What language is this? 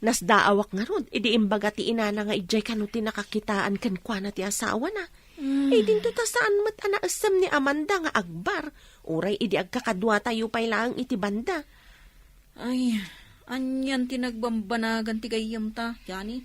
Iloko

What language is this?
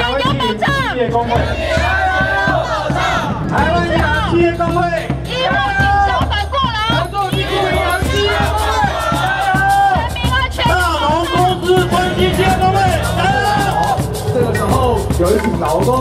Chinese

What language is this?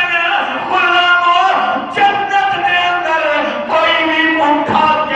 Saraiki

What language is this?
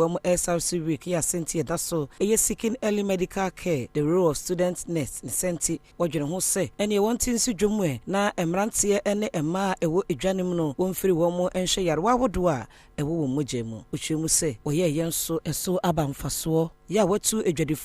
Akan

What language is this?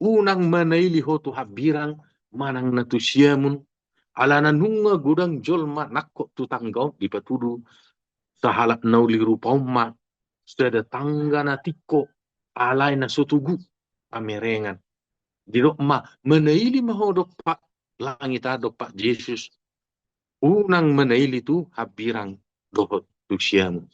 Batak Toba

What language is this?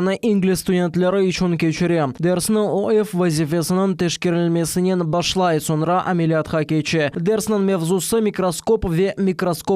Crimean Tatar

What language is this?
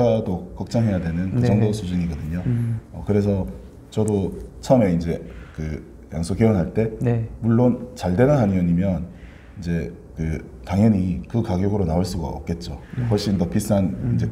Korean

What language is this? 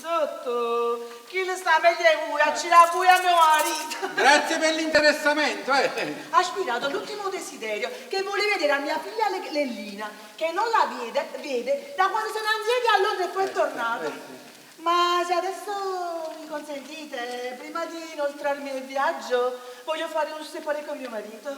Neapolitan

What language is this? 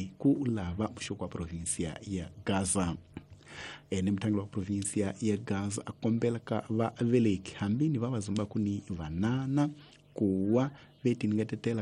Tsonga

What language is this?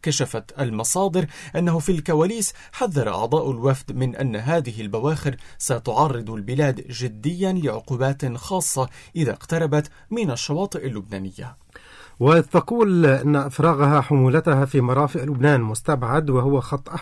Arabic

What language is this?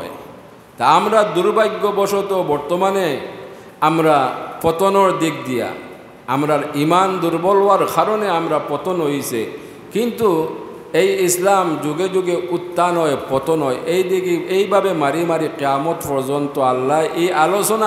Sylheti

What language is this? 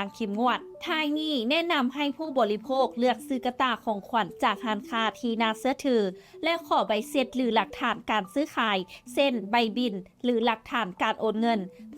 Lao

